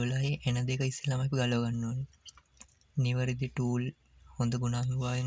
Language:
Sinhala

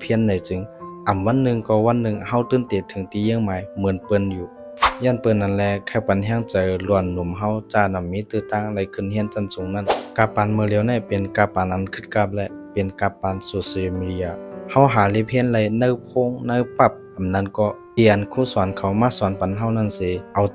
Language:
Shan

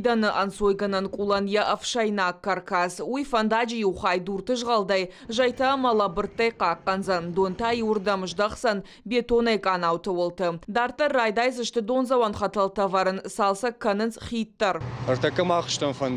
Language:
Ossetic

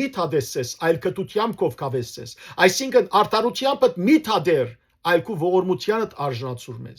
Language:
Western Armenian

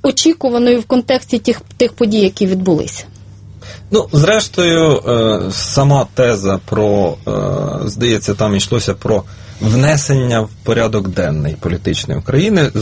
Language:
Ukrainian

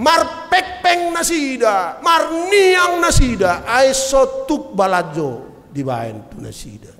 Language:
Batak Toba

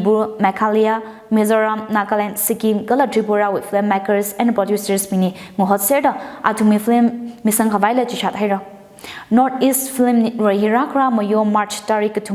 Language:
Tangkhul Naga (India)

